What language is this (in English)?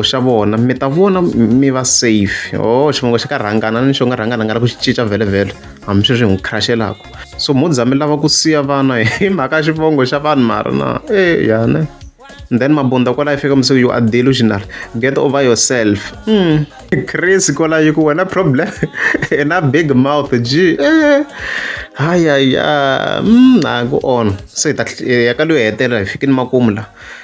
Tsonga